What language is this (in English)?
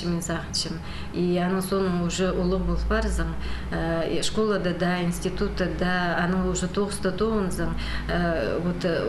Khakas